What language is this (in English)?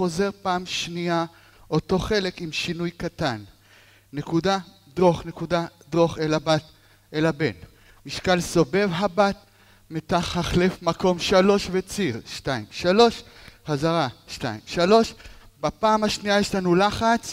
Hebrew